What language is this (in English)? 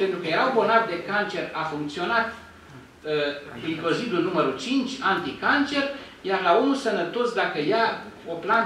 Romanian